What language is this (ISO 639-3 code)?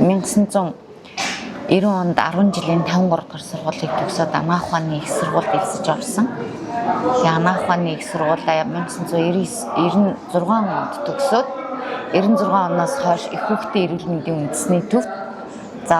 mon